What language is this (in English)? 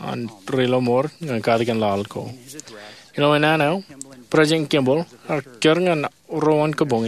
Marshallese